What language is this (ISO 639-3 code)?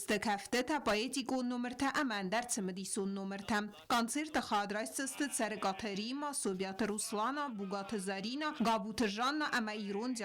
oss